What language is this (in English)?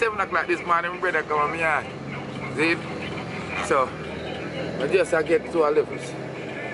Jamaican Creole English